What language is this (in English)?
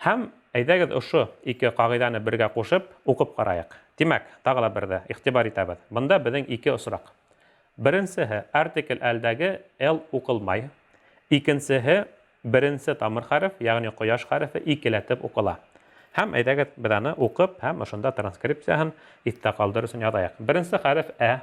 Bashkir